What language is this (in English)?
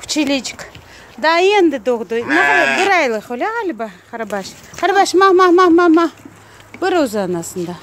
Crimean Tatar